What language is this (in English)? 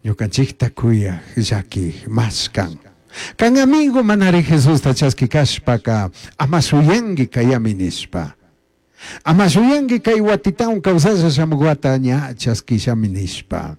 Chimborazo Highland Quichua